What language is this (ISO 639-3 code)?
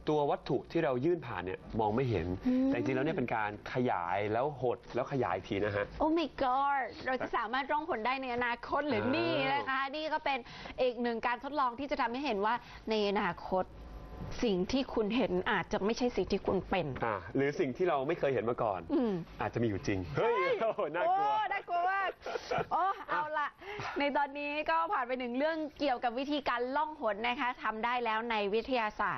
tha